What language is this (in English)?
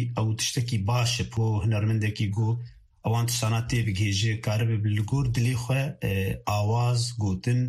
Kurdish